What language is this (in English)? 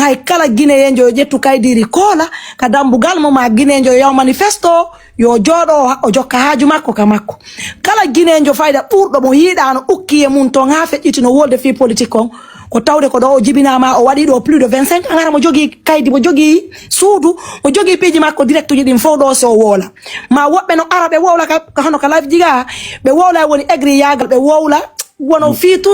Fula